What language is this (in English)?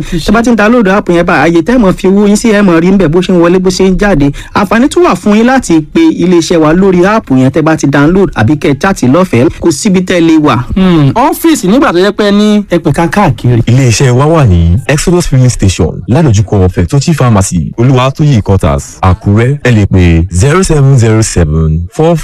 Yoruba